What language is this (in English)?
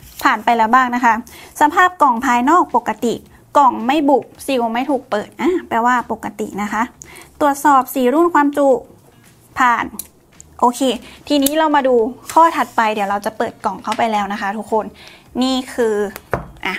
Thai